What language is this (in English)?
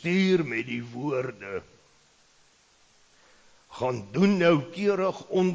Afrikaans